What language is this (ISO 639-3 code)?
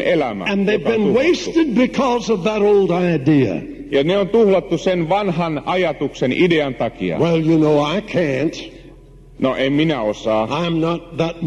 fin